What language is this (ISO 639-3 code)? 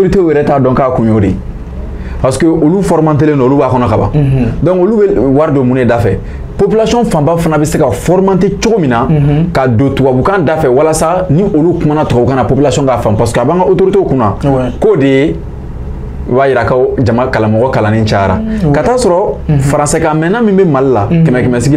bam